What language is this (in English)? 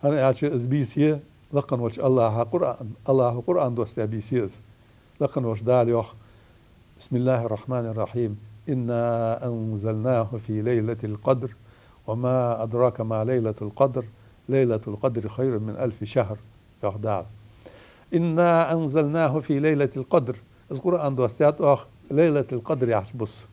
Ingush